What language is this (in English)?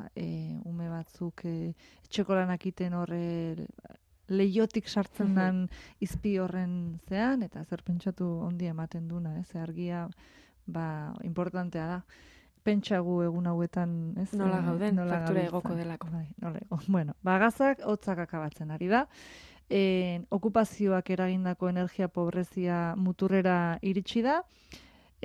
Basque